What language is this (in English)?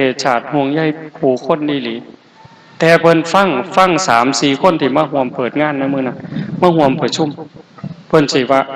Northeastern Thai